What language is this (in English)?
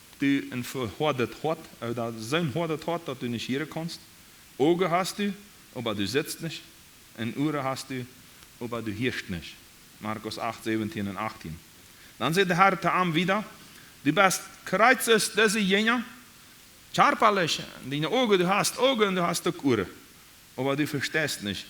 Plautdietsch